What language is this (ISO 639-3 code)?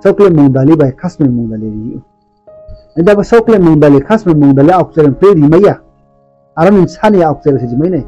ria